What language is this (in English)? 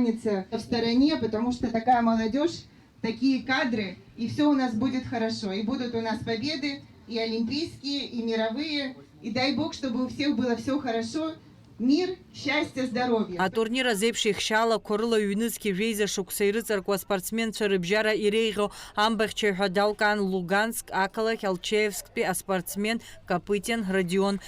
Abkhazian